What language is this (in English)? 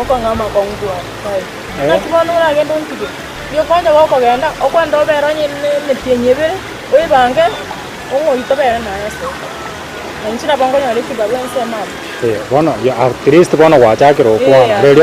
Gusii